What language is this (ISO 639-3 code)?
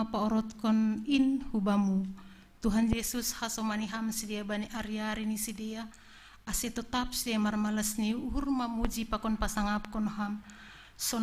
bts